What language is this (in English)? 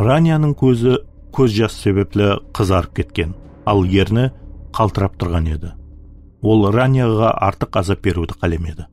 Kara-Kalpak